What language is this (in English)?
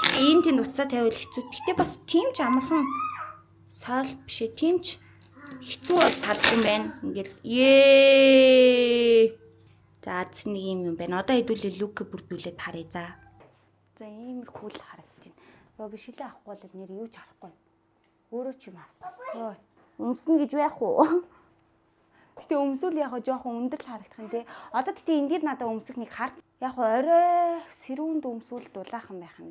Mongolian